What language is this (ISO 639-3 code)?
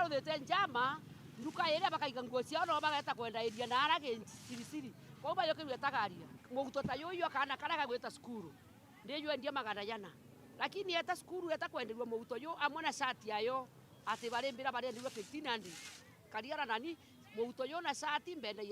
mer